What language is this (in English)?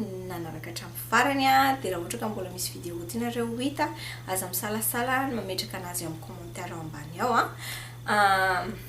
Malagasy